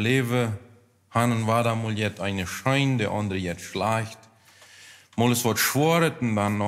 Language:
Plautdietsch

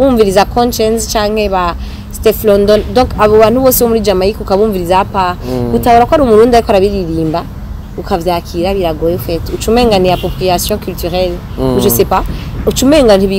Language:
Rundi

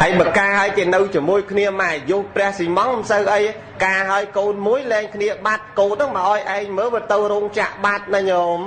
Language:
Khmer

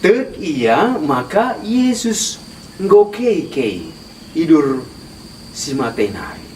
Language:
Batak Karo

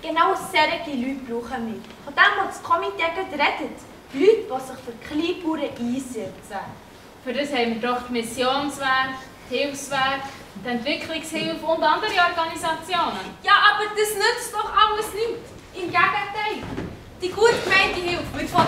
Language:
Swiss German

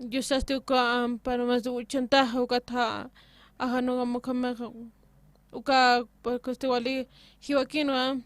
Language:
Aymara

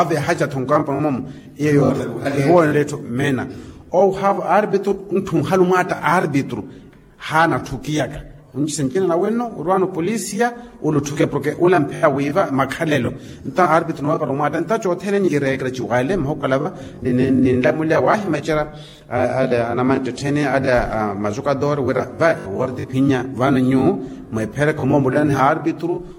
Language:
Makhuwa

